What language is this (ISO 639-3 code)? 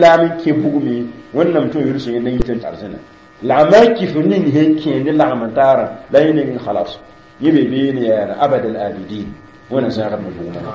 mos